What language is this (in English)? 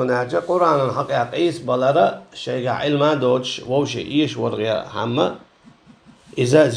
Chechen